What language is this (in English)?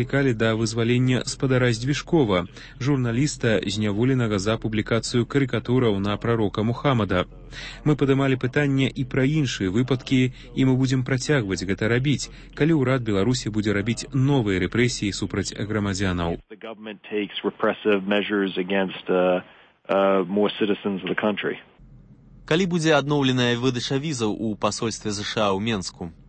Belarusian